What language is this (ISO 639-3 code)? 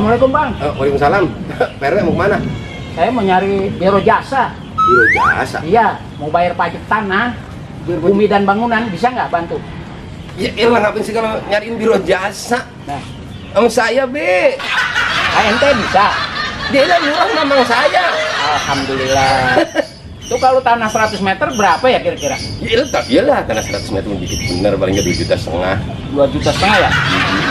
bew